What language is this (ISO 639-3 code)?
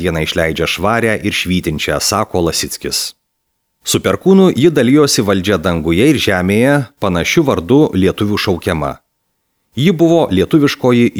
lit